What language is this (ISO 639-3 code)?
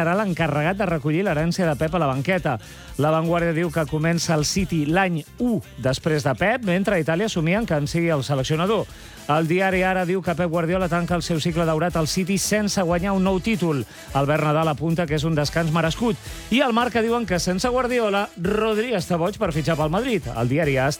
cat